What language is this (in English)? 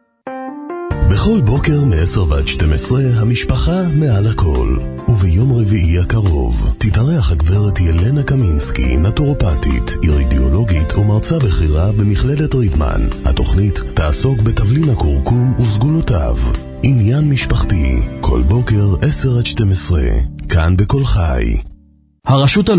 Hebrew